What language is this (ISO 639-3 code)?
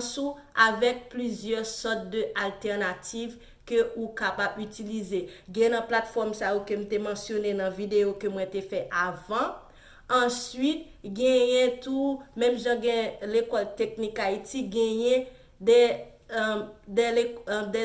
hat